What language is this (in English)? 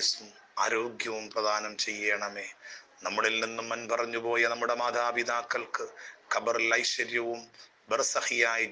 Malayalam